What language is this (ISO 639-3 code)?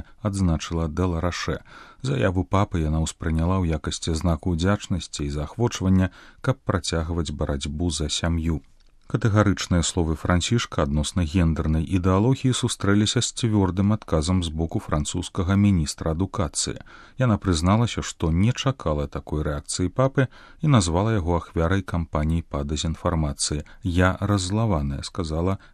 bel